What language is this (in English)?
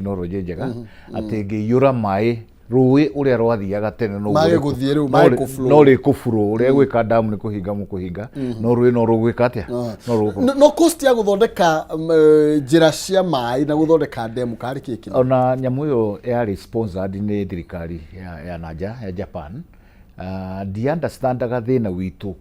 Kikuyu